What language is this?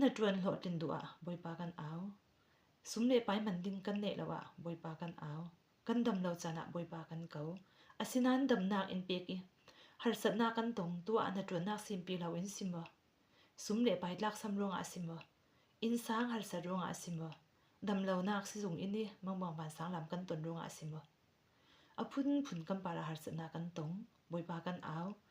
Falam Chin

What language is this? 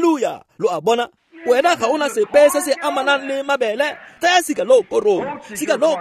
Tswana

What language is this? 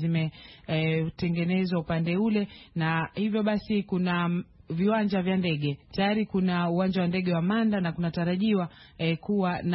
Swahili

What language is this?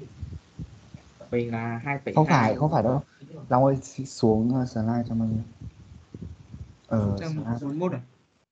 Vietnamese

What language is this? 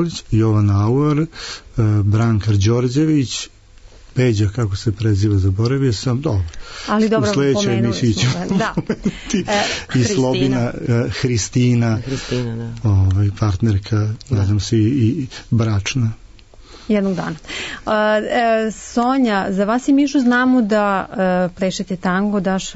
Serbian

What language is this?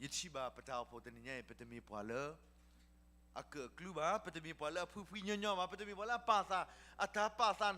S'gaw Karen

